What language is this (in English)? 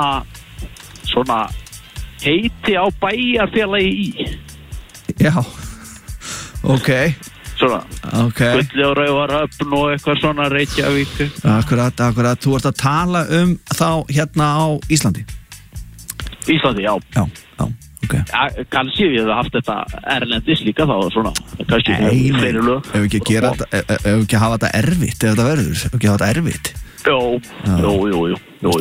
Icelandic